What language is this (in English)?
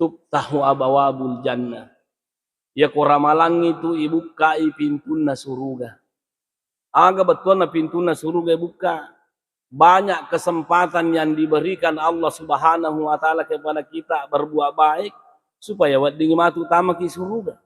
Buginese